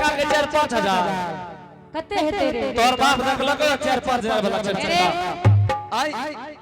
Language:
Angika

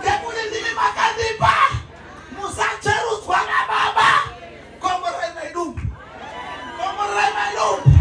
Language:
Shona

